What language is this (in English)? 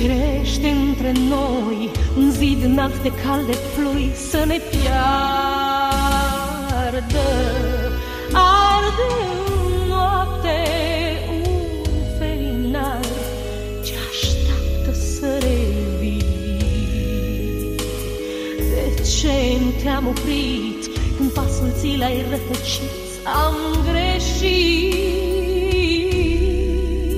Romanian